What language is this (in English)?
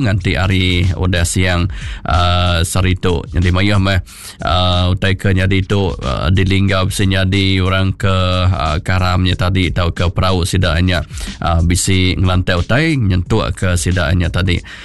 Iban